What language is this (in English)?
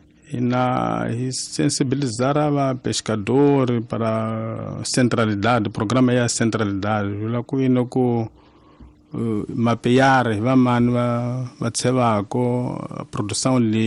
Tsonga